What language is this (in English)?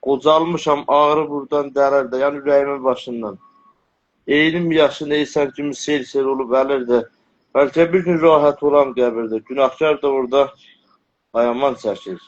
South Azerbaijani